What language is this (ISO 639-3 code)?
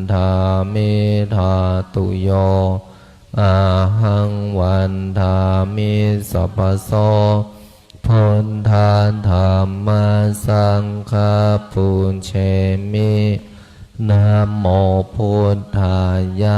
pli